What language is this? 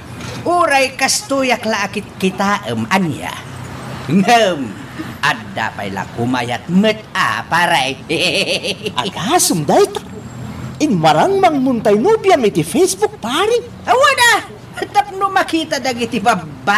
Iloko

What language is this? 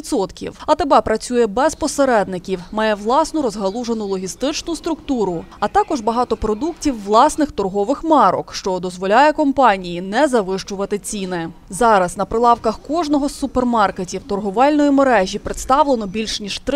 Ukrainian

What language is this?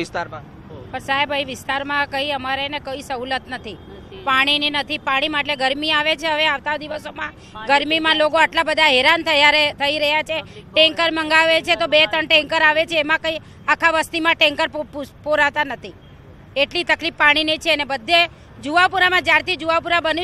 Gujarati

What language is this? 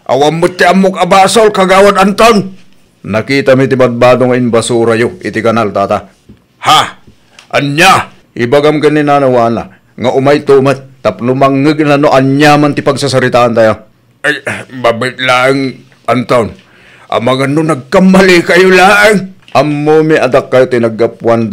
Iloko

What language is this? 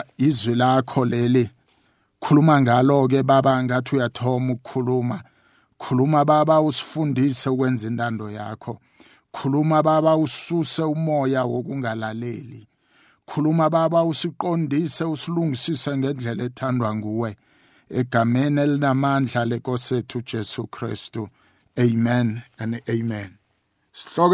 South Ndebele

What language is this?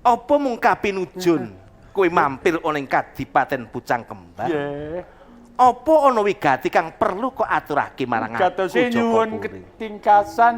Javanese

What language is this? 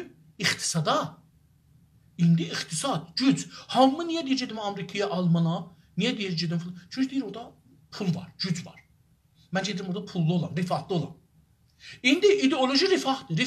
South Azerbaijani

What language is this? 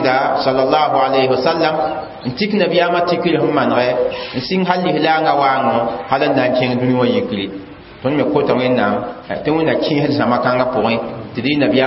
Mossi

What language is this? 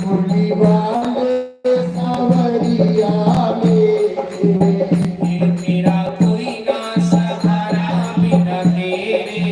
Dogri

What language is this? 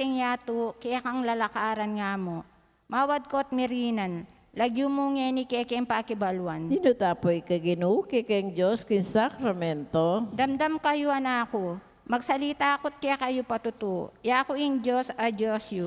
Pampanga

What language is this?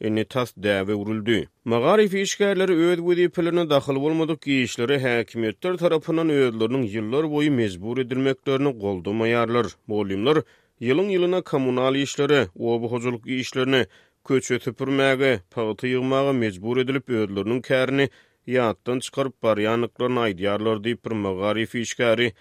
Turkmen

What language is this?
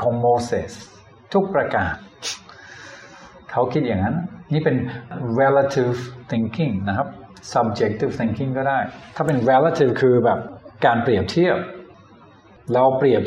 Thai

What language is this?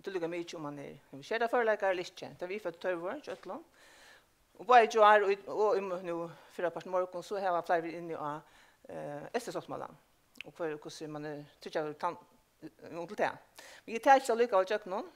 Faroese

